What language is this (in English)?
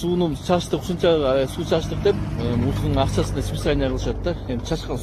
Kyrgyz